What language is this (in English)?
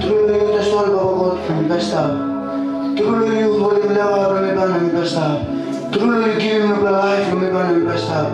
Tok Pisin